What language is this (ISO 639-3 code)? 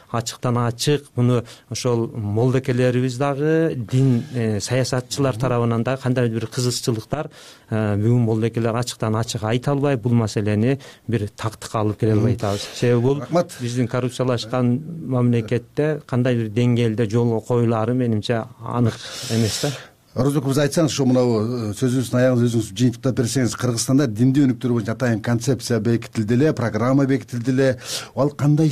kir